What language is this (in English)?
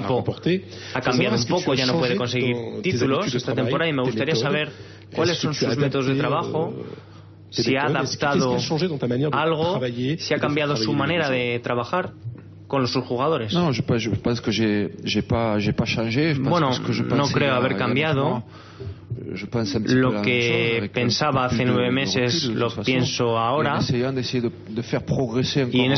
Spanish